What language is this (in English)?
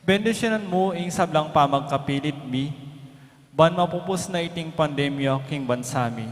Pampanga